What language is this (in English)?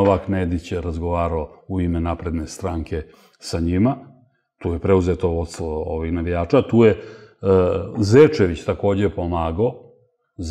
Serbian